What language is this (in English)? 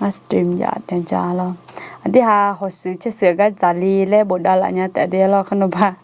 Akha